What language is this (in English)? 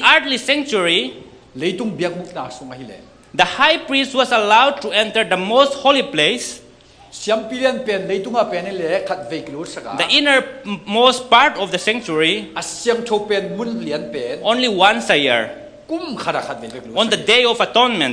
Tedim Chin